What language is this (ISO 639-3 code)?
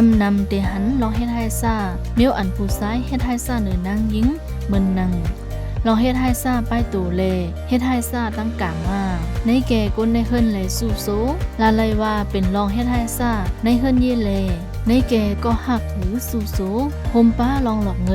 shn